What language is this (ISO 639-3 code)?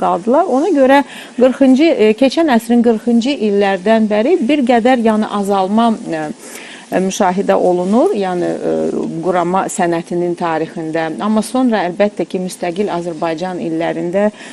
aze